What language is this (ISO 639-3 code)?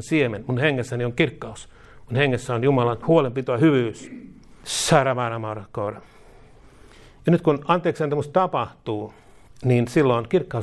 fin